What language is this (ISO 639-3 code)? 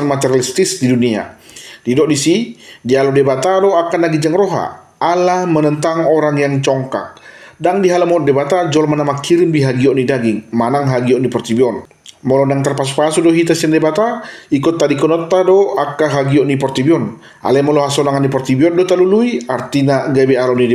bbc